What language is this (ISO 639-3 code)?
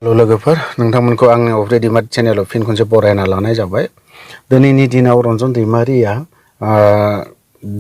brx